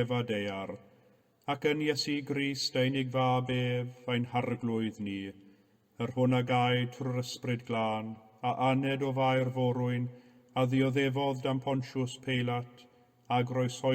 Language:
Welsh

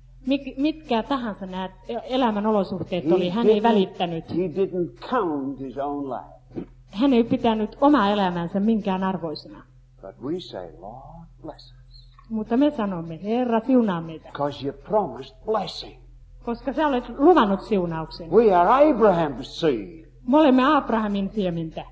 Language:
Finnish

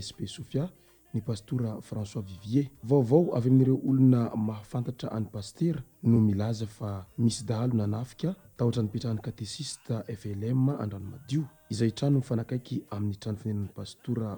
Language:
Malagasy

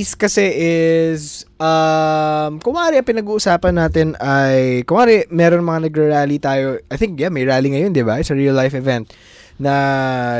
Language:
Filipino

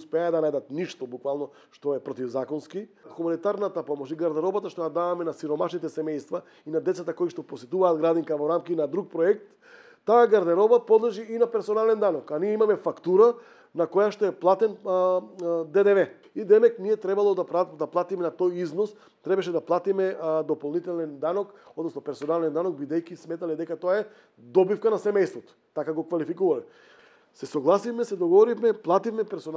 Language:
Macedonian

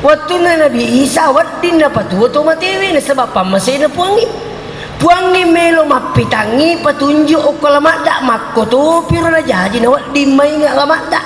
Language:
Buginese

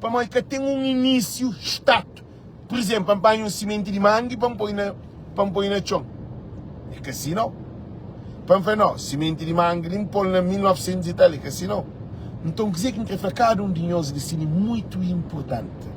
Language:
Kabuverdianu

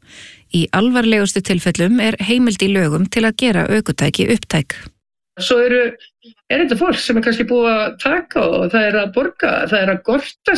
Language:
Icelandic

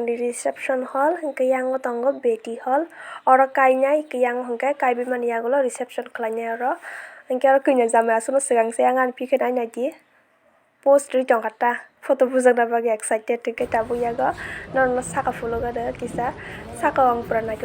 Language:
Kok Borok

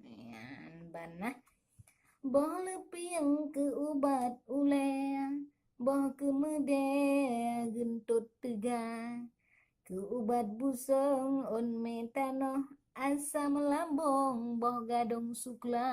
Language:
Achinese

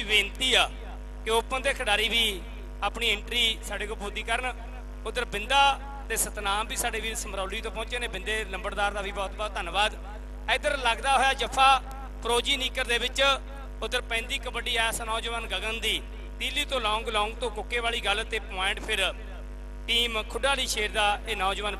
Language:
Punjabi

